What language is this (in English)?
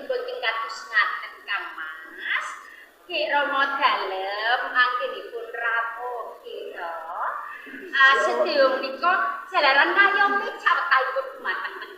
Javanese